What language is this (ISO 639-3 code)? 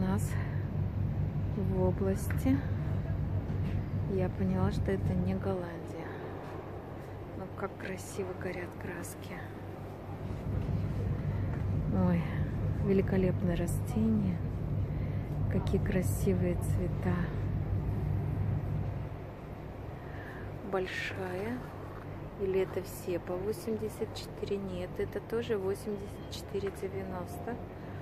rus